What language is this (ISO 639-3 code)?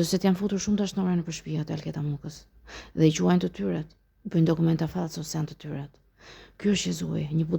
sqi